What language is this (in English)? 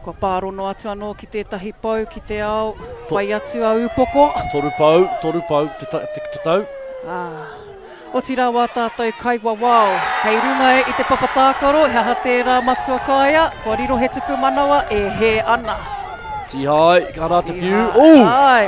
Māori